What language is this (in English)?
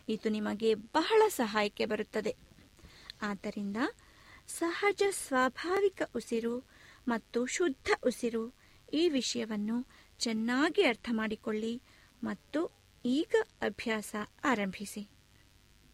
Kannada